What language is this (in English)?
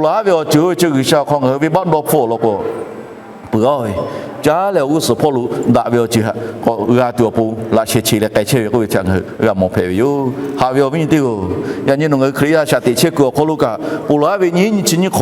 Lahu